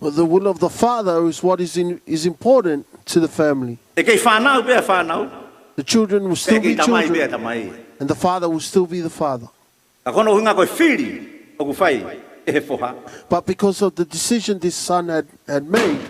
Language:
Tongan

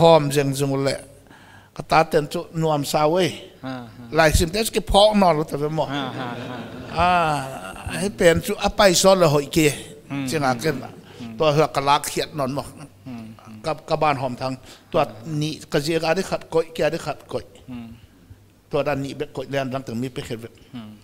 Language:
Paite Chin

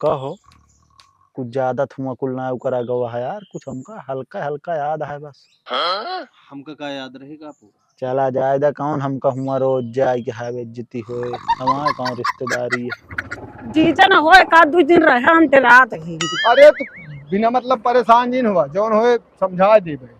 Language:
Awadhi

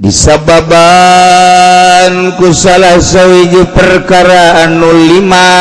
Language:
Sundanese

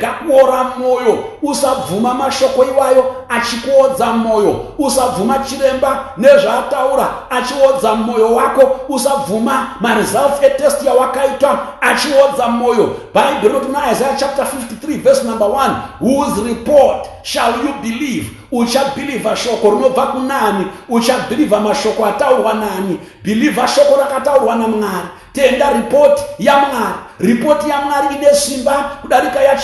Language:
Shona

